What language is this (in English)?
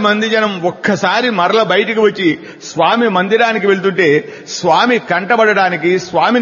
Telugu